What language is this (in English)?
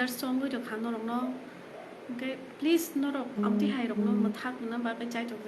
Kok Borok